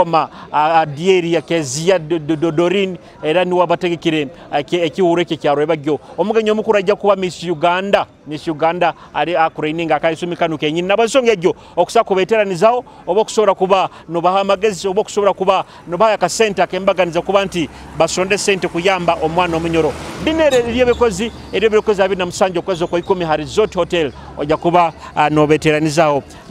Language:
Nyoro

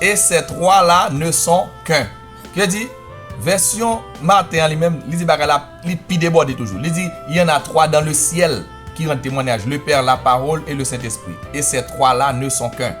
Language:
Haitian Creole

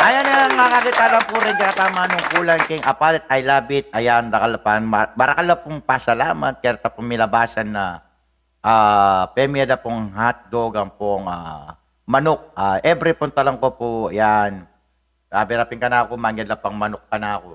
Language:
Pampanga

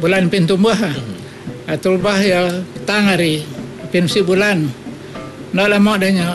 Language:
Iban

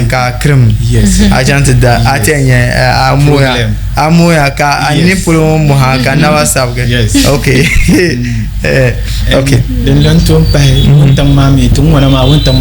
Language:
Dagbani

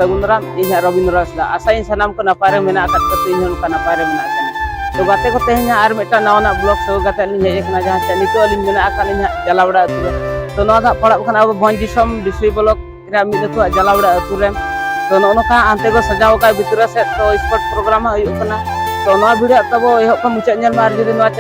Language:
Santali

